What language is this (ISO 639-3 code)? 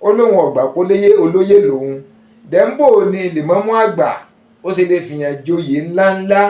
yor